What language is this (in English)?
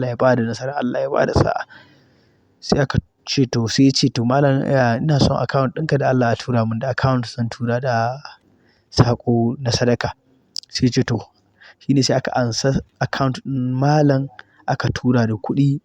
Hausa